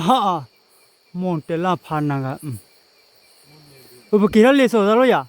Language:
S'gaw Karen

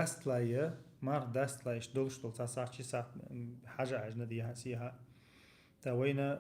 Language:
Chechen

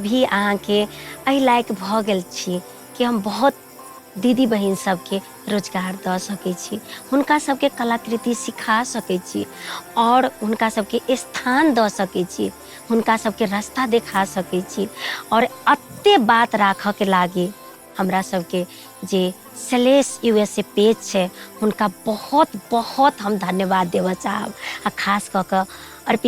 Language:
Maithili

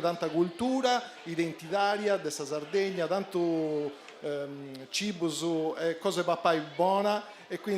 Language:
Sardinian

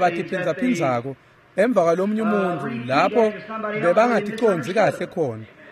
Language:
Swati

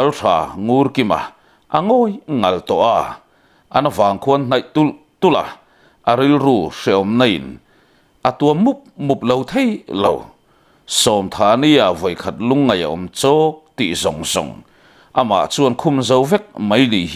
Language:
Mizo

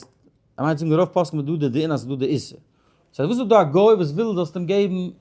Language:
Yiddish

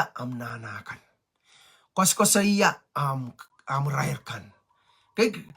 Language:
Pohnpeian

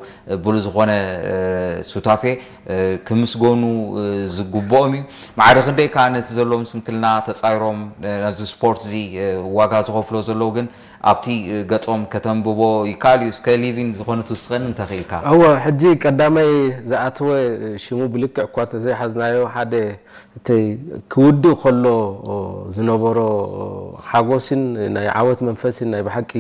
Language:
Tigrinya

